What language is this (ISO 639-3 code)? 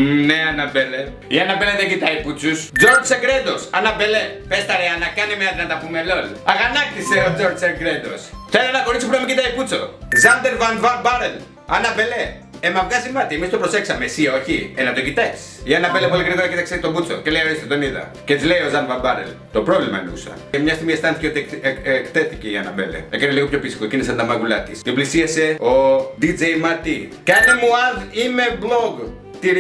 ell